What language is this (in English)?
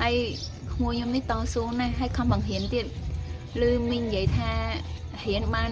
Khmer